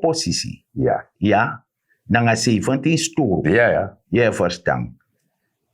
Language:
Sranan Tongo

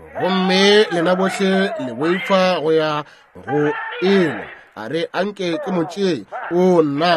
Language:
Northern Sotho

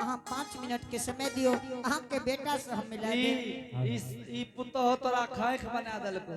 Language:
Angika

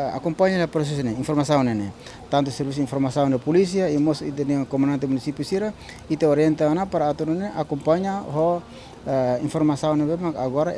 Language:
Tetum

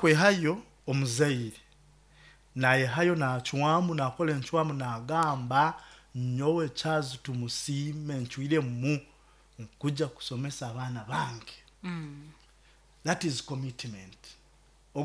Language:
Nyoro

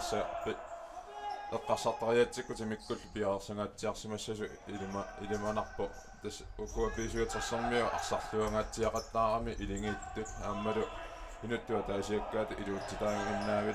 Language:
Kalaallisut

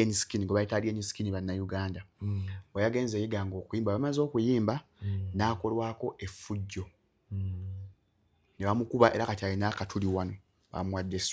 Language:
Ganda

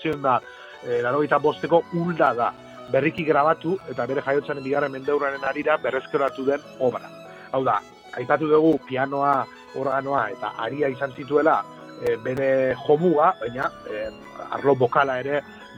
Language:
Basque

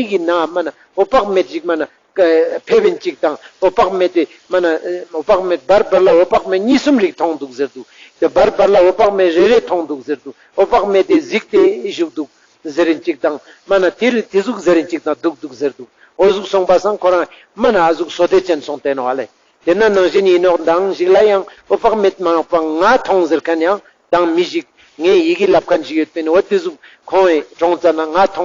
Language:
Ladakhi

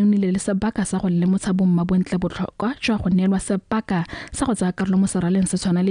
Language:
Tswana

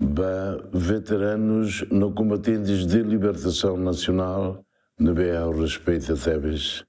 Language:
Tetum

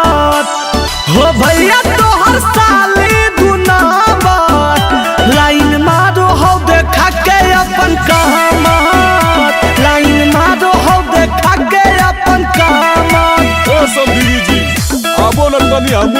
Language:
Magahi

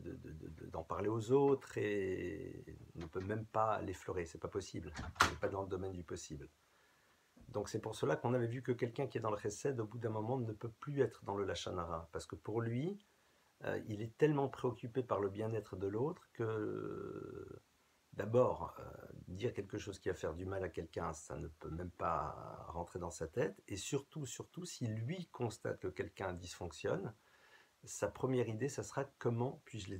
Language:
French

